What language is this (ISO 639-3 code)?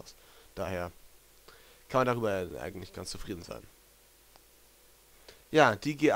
deu